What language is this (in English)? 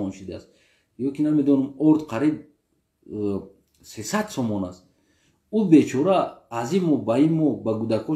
Tajik